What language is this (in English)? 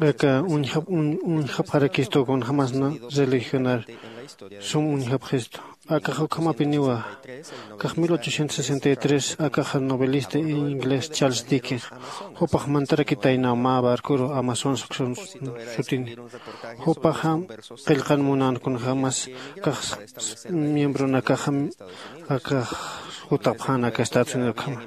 Aymara